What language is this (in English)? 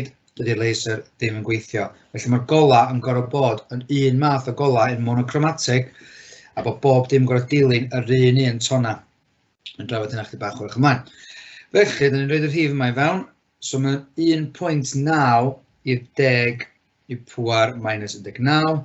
Welsh